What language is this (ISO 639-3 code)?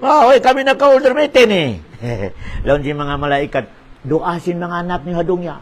tsg